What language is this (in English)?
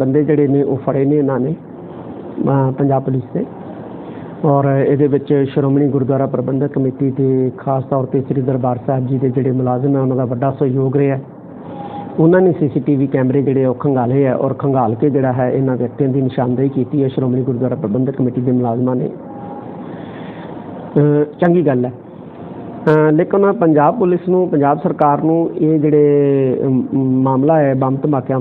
Punjabi